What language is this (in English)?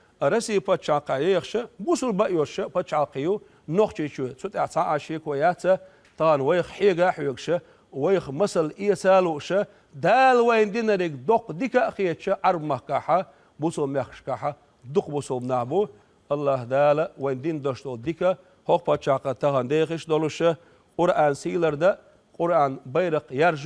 Chechen